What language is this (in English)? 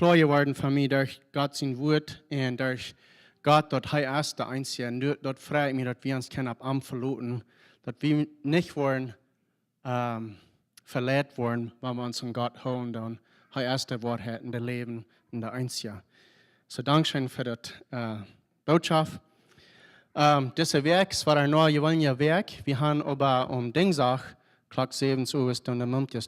Plautdietsch